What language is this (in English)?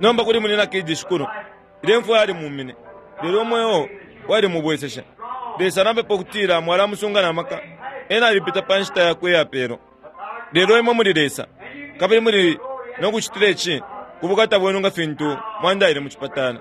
Bemba